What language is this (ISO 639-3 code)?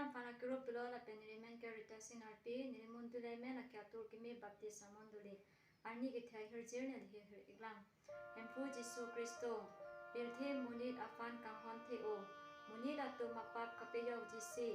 mjw